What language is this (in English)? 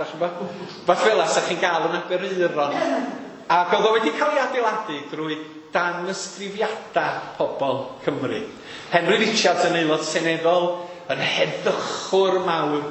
Welsh